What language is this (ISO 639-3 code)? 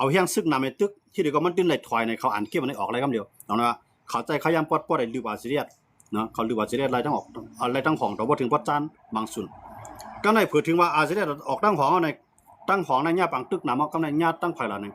shn